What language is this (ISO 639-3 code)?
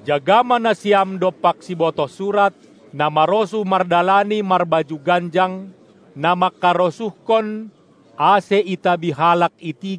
bts